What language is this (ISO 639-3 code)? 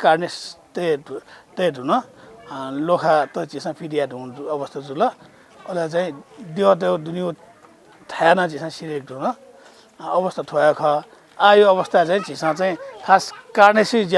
new